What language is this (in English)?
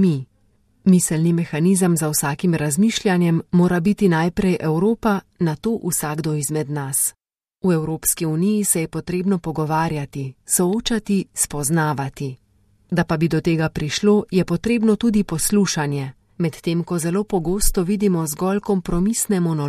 Slovenian